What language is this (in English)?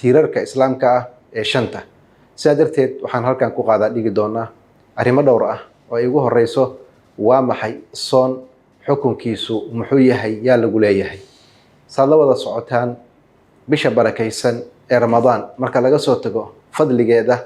Somali